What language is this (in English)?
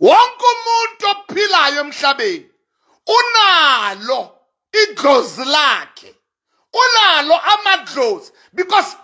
Southern Sotho